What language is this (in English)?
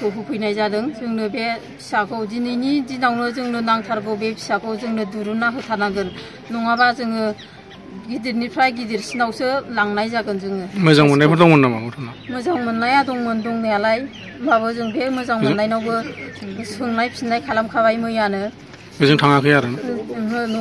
Bodo